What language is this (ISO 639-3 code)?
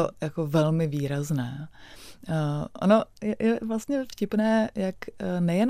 ces